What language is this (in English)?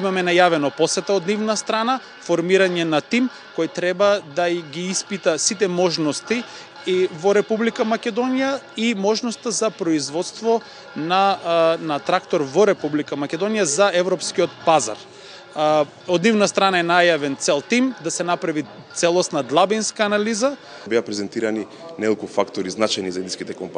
Macedonian